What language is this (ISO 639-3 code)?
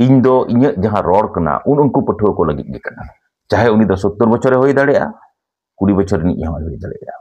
sat